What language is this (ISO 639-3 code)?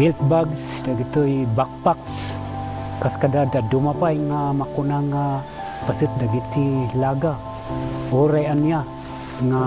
ilo